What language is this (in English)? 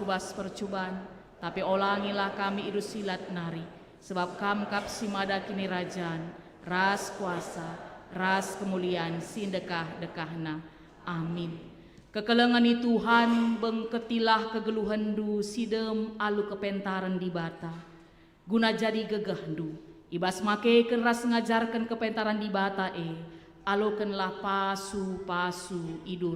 Batak Karo